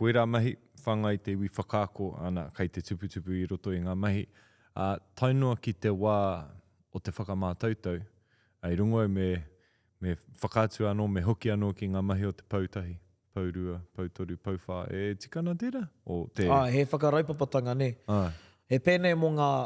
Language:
Māori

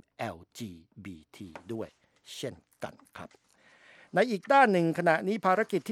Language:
Thai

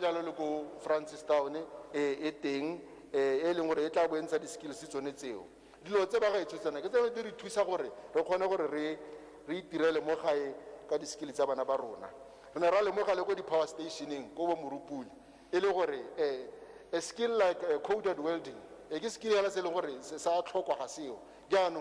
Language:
Tswana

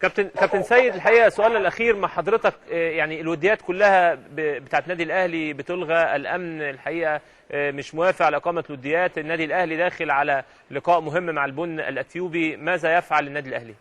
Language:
Egyptian Arabic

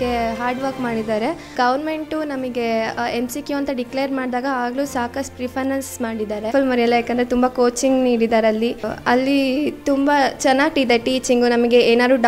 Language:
Kannada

